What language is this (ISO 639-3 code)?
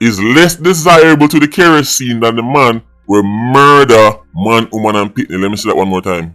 jam